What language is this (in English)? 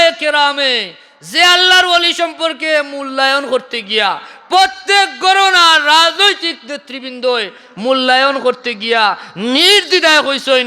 Sylheti